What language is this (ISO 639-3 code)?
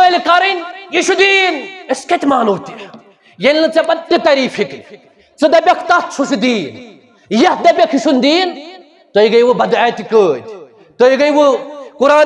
kas